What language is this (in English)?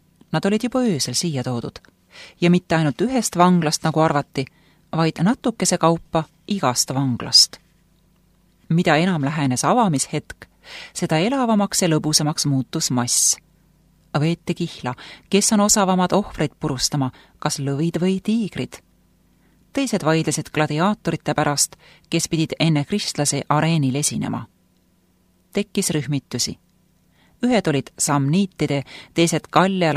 Estonian